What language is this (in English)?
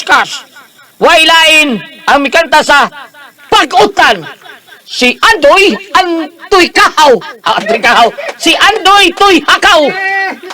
Cebuano